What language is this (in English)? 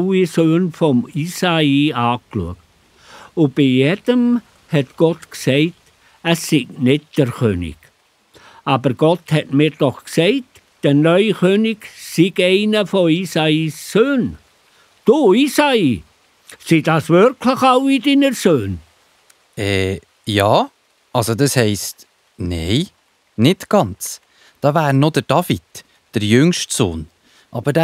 Swiss German